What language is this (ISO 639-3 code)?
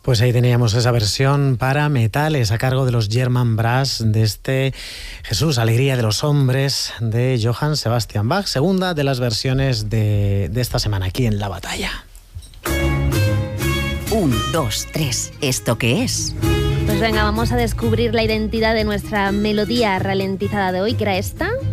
spa